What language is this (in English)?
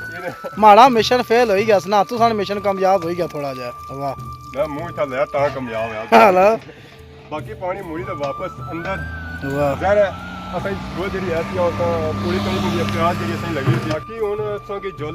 Pahari-Potwari